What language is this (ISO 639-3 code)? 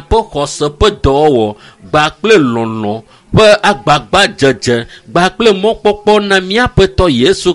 ewe